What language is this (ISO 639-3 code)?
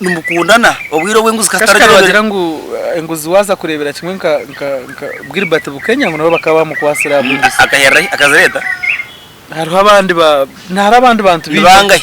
nyn